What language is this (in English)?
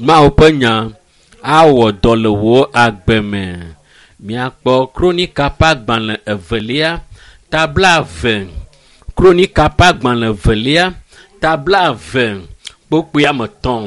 Ewe